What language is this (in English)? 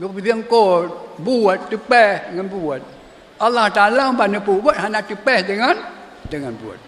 Achinese